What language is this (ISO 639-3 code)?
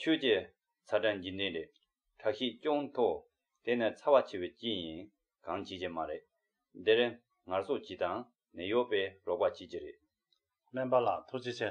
bod